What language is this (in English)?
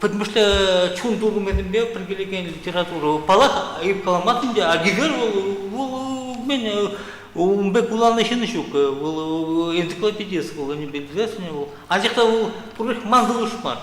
Chuvash